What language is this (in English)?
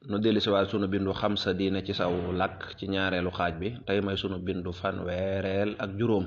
Wolof